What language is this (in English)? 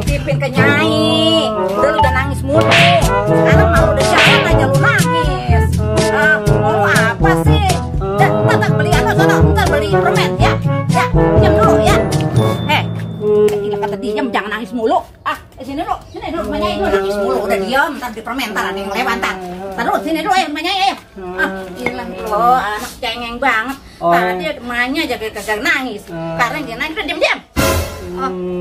Betawi